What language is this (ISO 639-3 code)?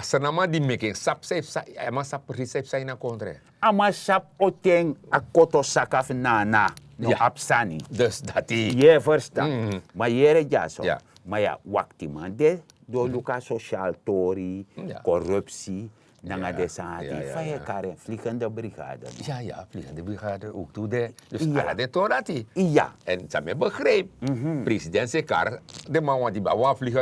srn